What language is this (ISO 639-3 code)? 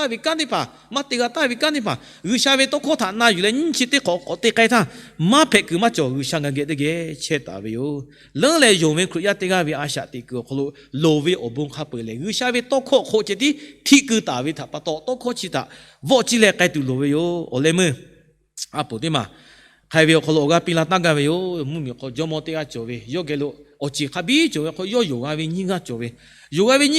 lhu